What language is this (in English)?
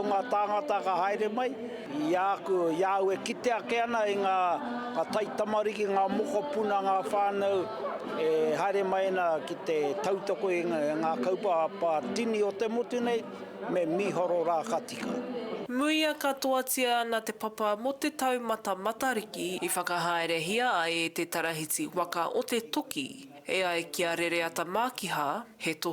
Māori